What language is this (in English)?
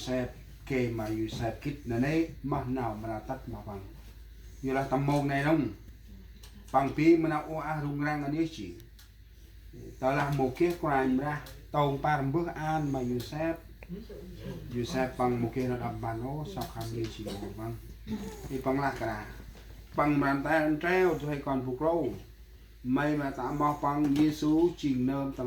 Central Mnong